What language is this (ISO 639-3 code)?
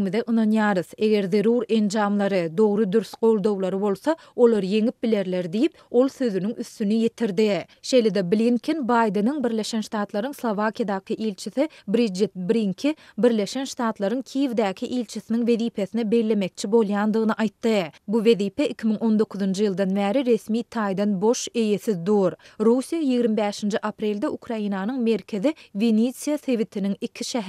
tuk